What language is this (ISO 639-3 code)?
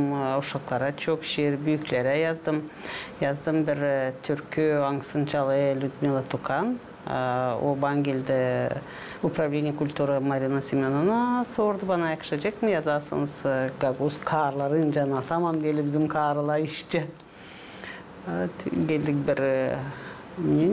gag